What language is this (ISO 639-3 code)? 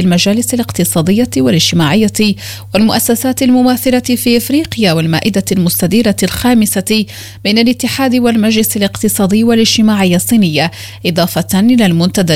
ara